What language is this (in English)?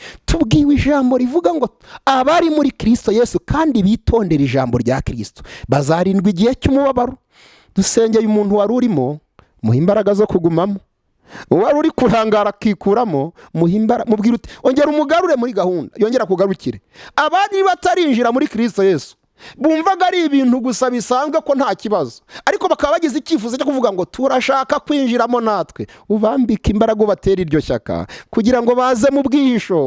Kinyarwanda